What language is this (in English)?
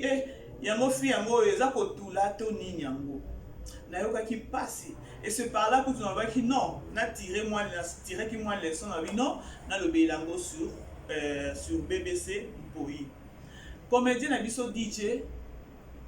Lingala